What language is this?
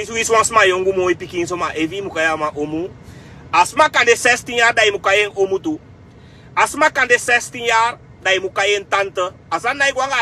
Sranan Tongo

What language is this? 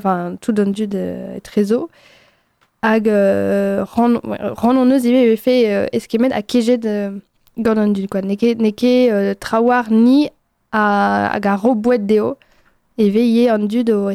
Breton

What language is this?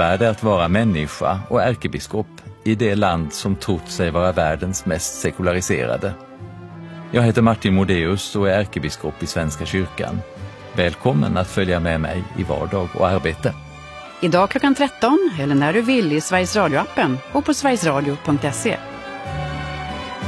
Swedish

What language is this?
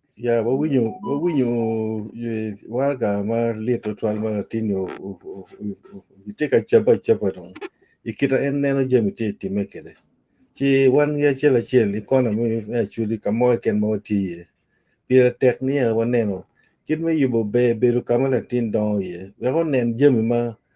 Acoli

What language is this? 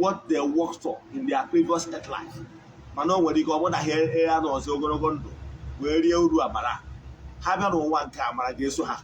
Igbo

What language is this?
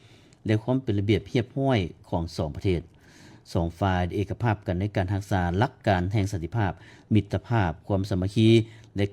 Lao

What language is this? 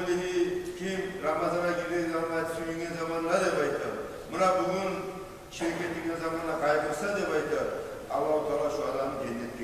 Kumyk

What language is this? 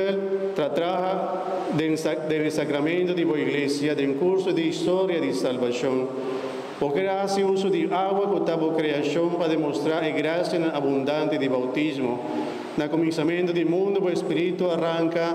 Papiamento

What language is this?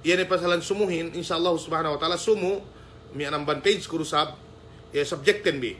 Yakan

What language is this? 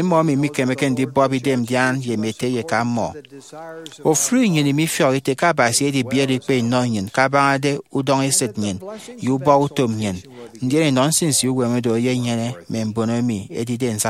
Efik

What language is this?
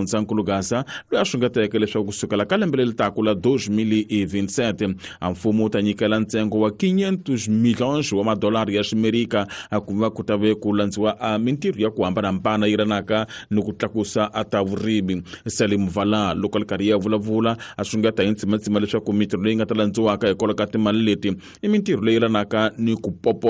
Tsonga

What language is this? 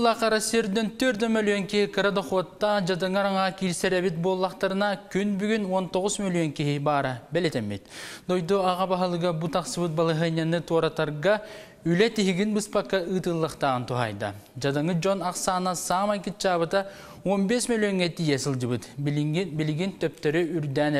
Yakut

